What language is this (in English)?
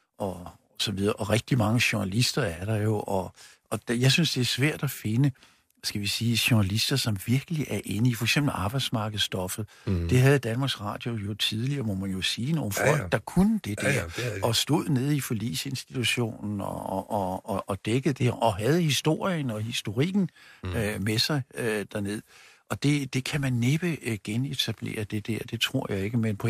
Danish